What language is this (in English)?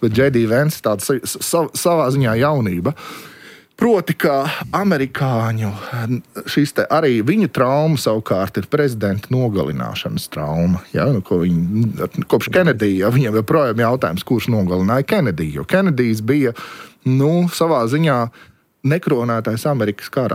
Latvian